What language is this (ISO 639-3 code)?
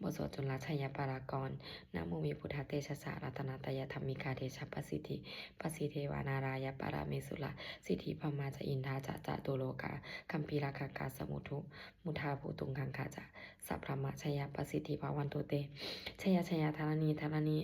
pli